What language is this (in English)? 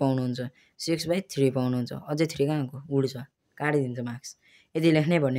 Nepali